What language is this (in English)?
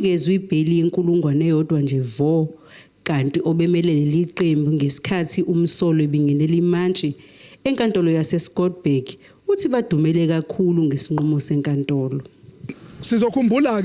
Zulu